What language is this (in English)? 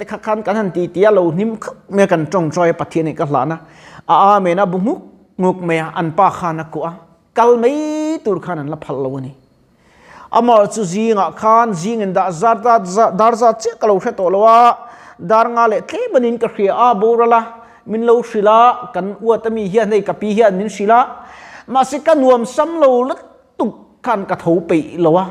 Mizo